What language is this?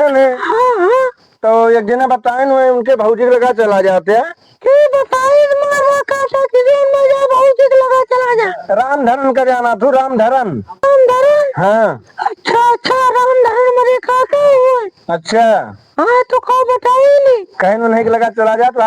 Awadhi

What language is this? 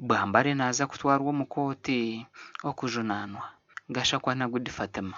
Nyankole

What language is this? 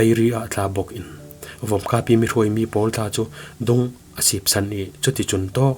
Falam Chin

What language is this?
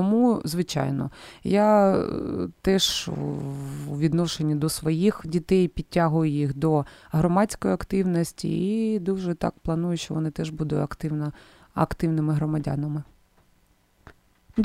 Ukrainian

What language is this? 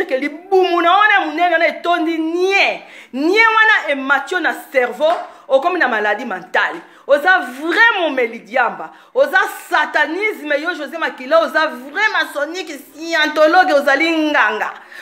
Lingala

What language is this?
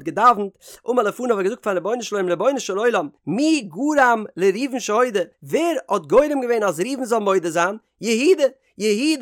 Yiddish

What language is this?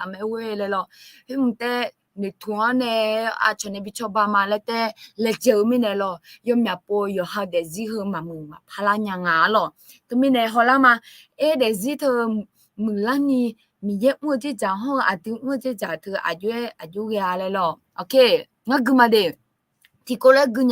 Akha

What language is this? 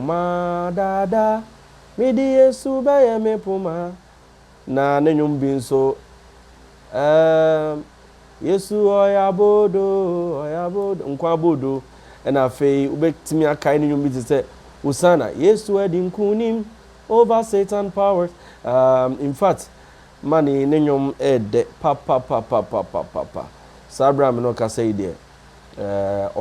Akan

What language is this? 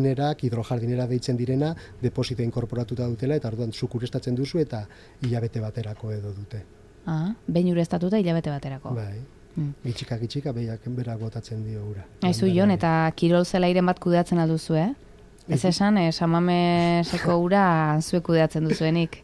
Basque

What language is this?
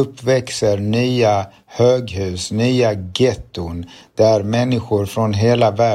Swedish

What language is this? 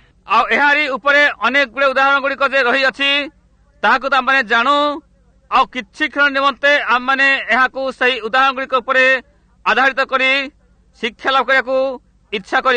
Odia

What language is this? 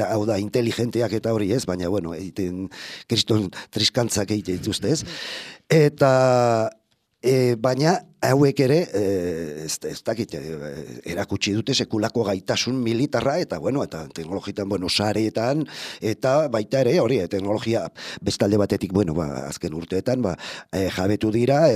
Basque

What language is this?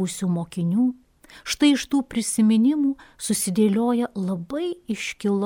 Lithuanian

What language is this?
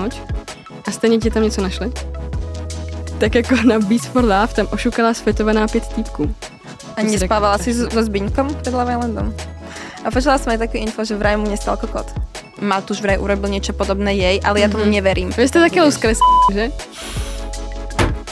Slovak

